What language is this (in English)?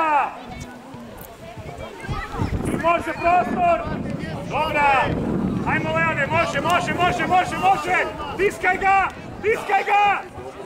Croatian